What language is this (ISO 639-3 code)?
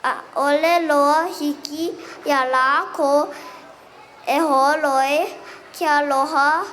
haw